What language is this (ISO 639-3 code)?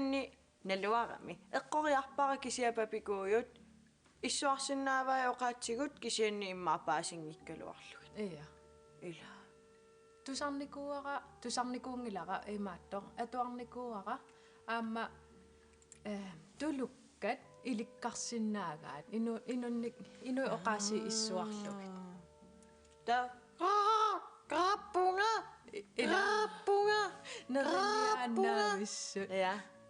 kal